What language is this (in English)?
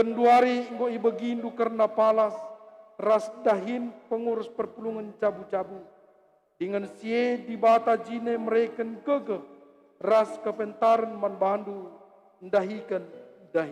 Batak Karo